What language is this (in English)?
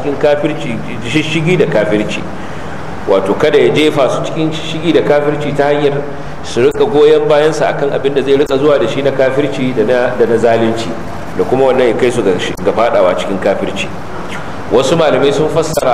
Hausa